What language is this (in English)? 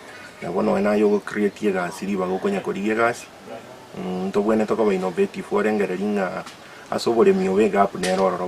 Gusii